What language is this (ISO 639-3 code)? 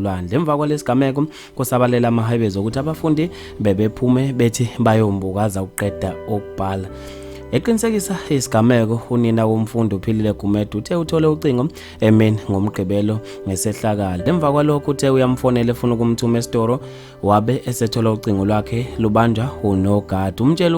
zul